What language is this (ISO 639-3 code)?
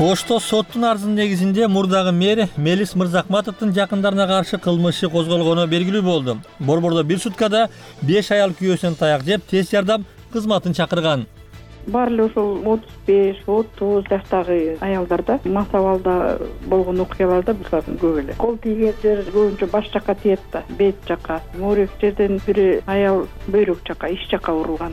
kir